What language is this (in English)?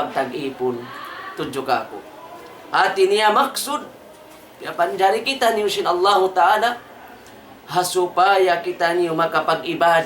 Tausug